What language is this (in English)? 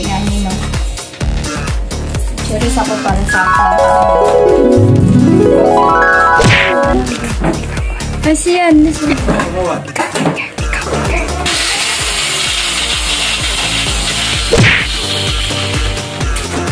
Filipino